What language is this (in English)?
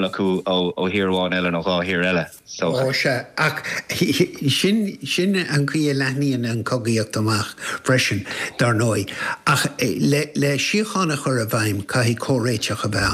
Irish